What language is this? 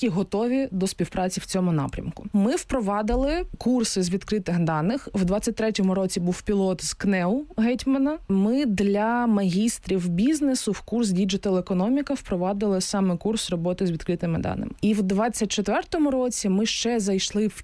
Ukrainian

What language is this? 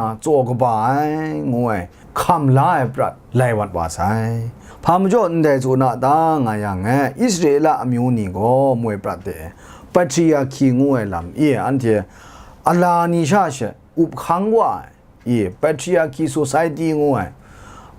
Kachin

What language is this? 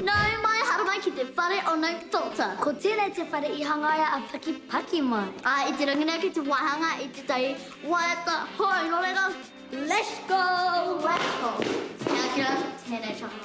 Māori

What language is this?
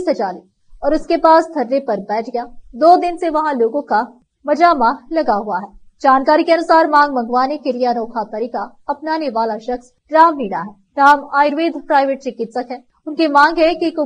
Hindi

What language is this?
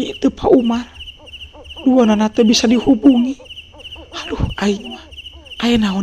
Sundanese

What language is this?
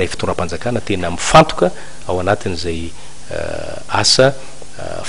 Malagasy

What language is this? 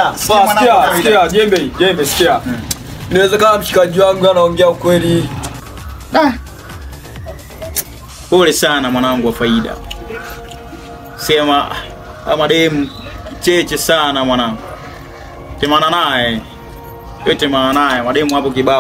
Swahili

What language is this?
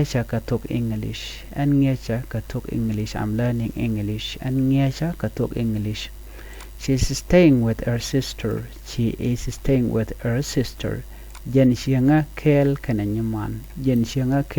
Nuer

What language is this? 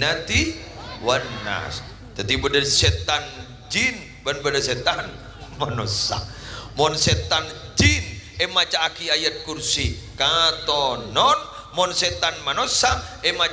Madurese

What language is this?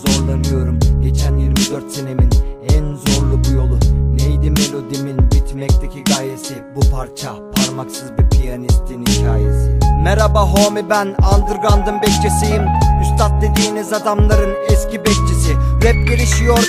Turkish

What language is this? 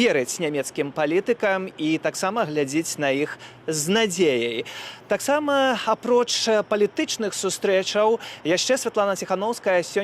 Belarusian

